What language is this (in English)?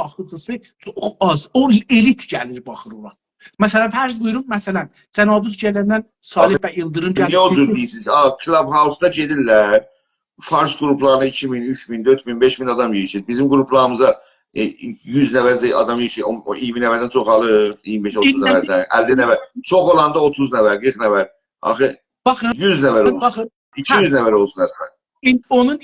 South Azerbaijani